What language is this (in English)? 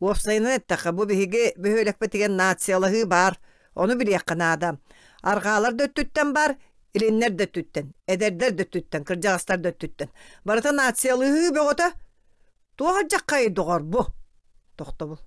Yakut